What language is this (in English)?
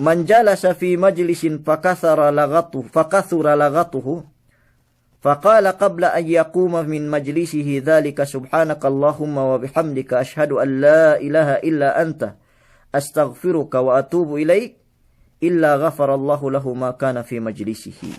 Yakan